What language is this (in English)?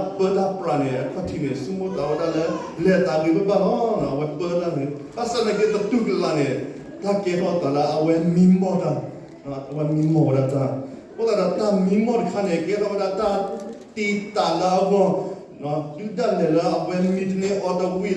S'gaw Karen